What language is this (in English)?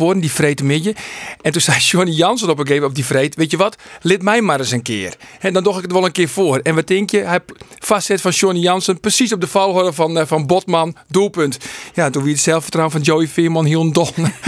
Western Frisian